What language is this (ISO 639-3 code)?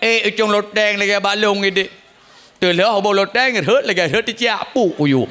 ace